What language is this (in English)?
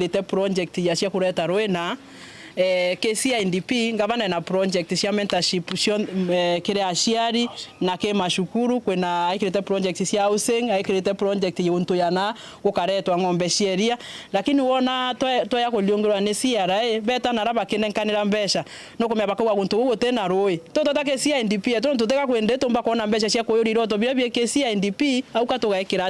Meru